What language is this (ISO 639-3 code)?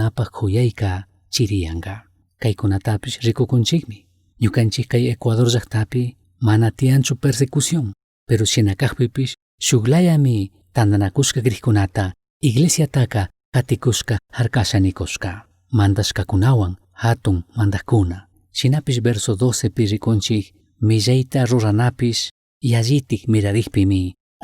qug